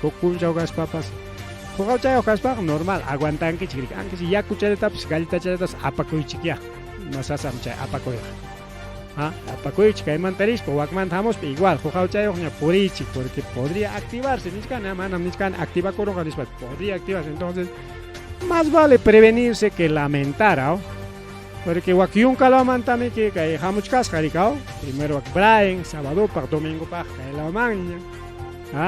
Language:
Ayacucho Quechua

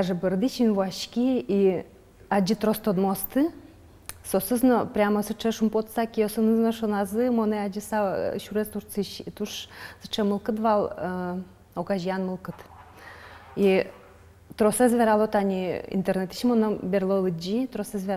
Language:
Udmurt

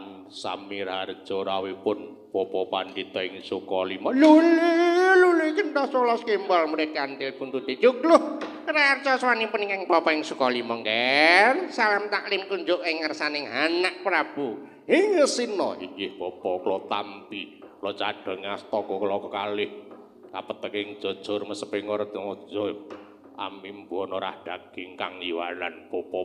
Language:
Javanese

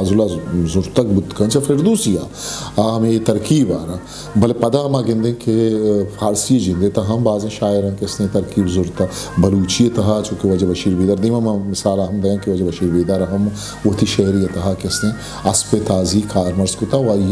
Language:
Eastern Balochi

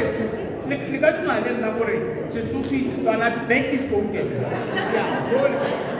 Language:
Tswana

